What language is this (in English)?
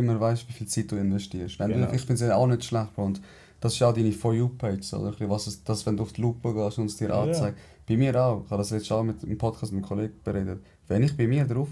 Swiss German